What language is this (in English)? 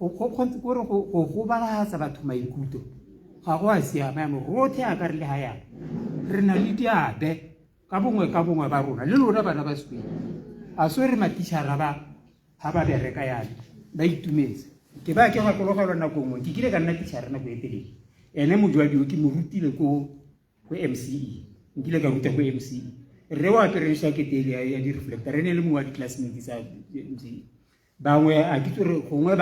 Tswana